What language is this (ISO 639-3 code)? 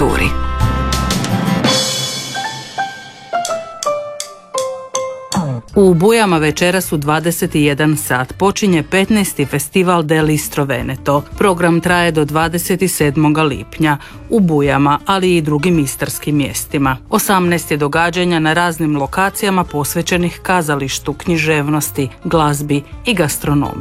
hrv